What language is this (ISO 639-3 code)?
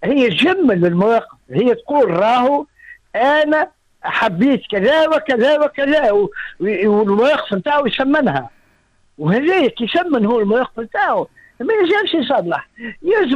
aeb